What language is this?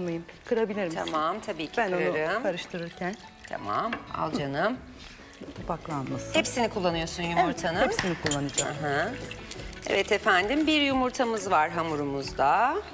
Turkish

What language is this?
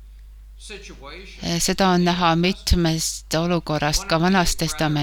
Estonian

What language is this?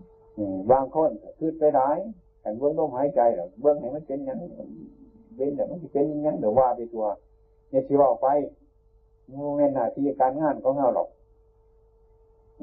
Thai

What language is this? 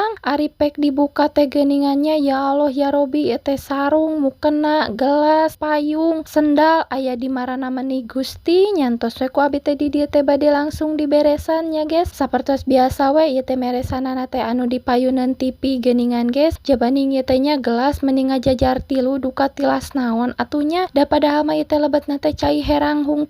Sundanese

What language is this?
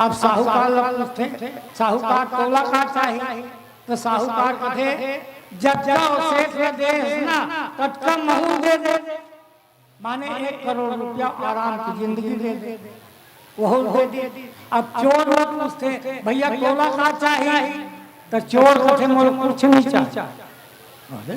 Chhattisgarhi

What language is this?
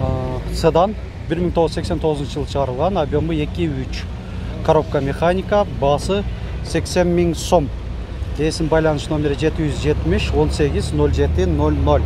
Kyrgyz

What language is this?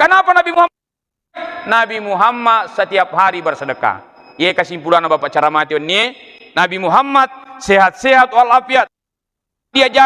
Buginese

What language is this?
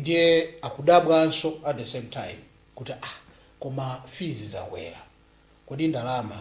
Nyanja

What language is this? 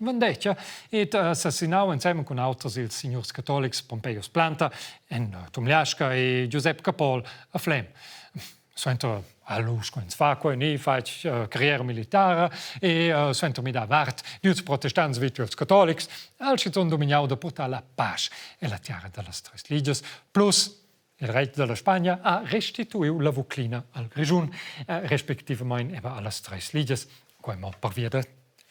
Romansh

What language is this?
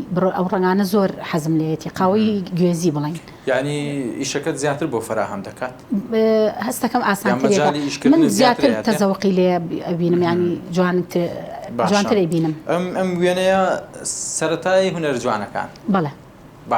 Central Kurdish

